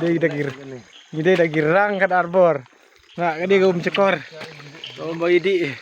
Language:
Khasi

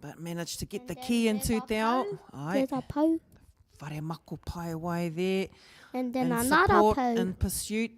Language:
Māori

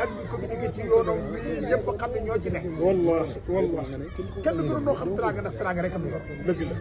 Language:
Wolof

